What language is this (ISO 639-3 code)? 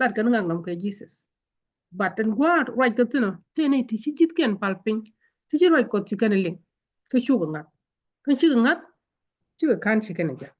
nus